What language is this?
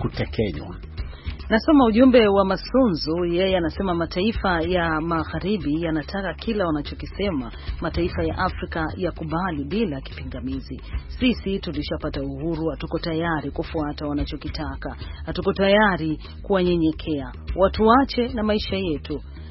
Swahili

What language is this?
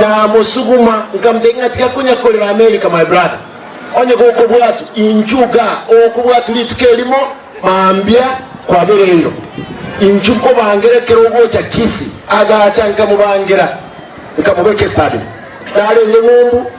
Gusii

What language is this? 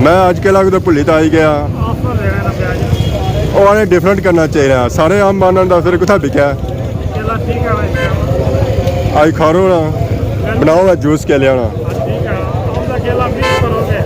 Pahari-Potwari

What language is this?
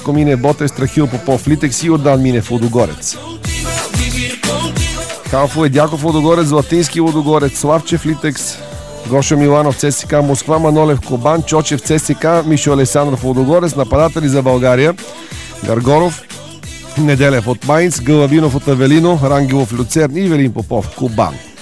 Bulgarian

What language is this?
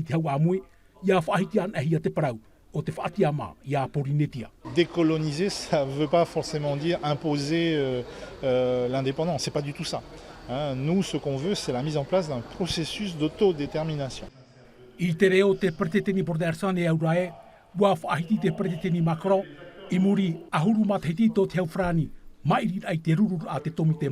Tahitian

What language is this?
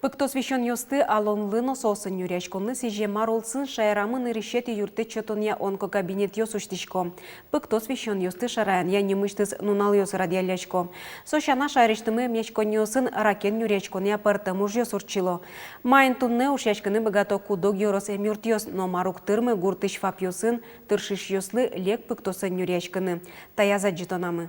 Udmurt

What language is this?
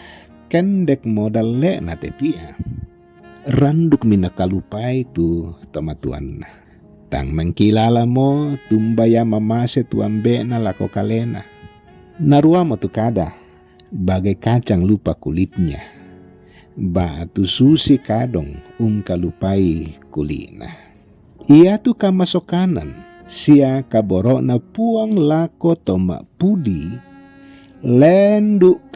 Toraja-Sa'dan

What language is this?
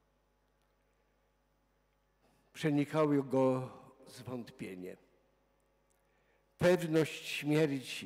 Polish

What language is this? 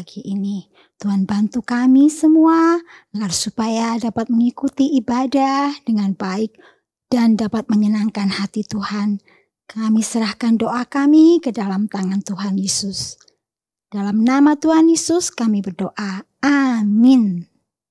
Indonesian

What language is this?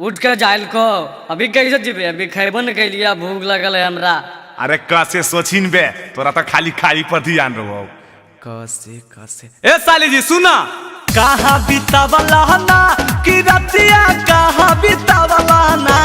Magahi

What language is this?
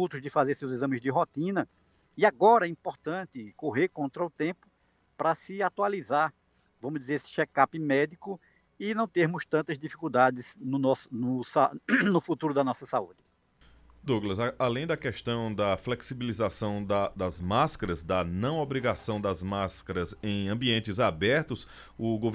Portuguese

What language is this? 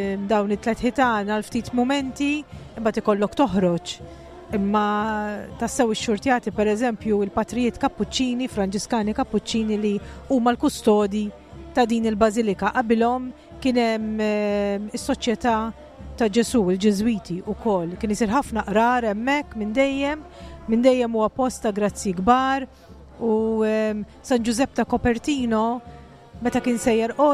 Maltese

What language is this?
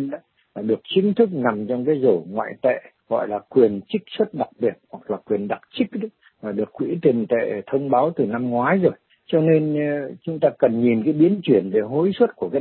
Vietnamese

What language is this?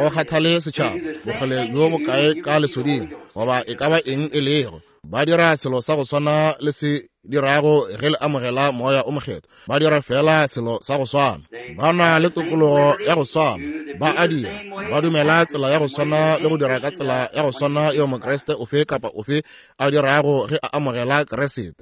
Northern Sotho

